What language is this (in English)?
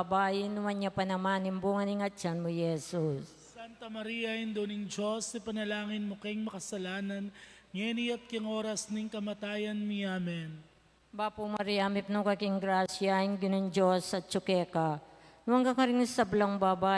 Pampanga